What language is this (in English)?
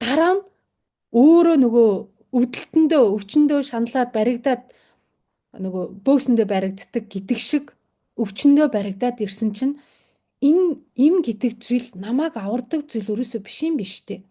Mongolian